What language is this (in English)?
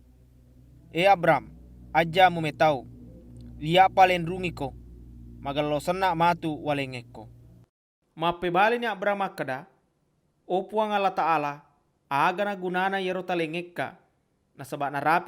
Buginese